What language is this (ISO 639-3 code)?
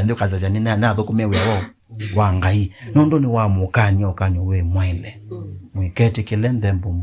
kam